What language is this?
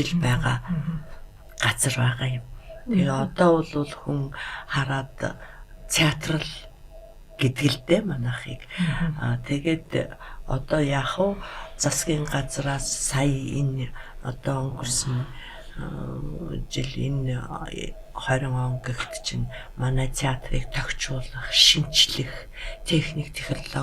Mongolian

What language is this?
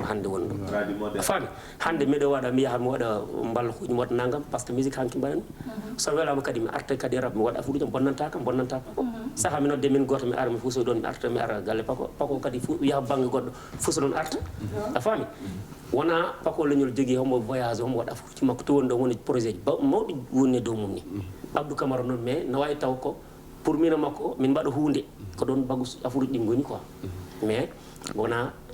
Fula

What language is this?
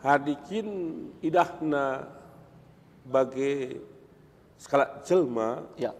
Batak Karo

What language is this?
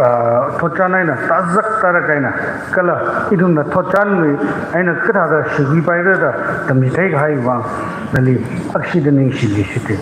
Tangkhul Naga (India)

